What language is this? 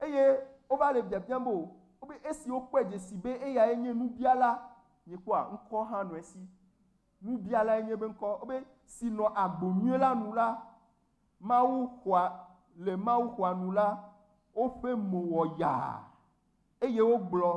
Ewe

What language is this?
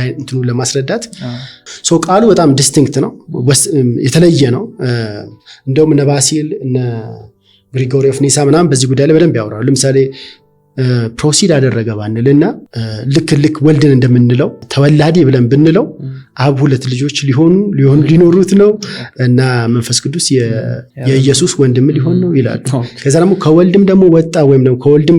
Amharic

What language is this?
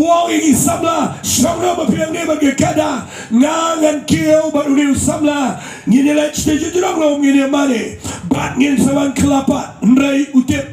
Khasi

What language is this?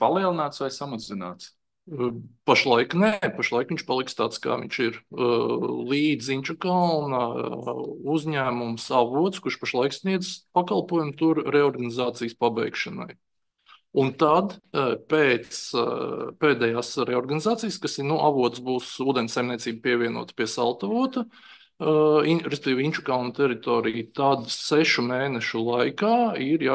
Latvian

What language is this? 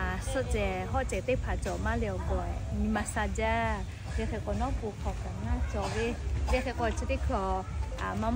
Lahu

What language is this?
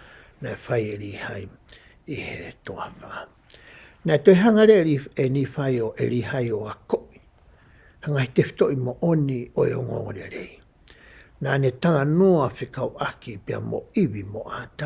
Tongan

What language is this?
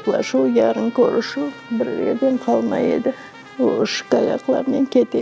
Crimean Tatar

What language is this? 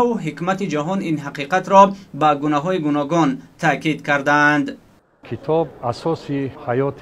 Tajik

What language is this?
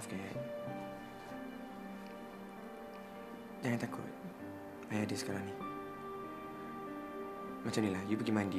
Malay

